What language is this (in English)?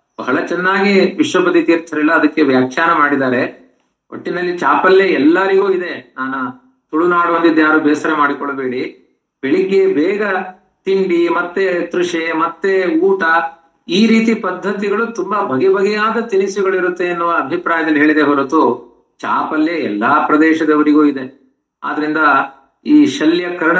Kannada